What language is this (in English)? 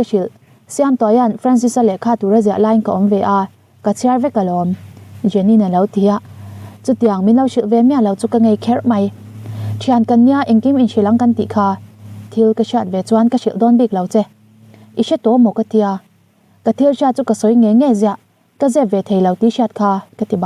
Mizo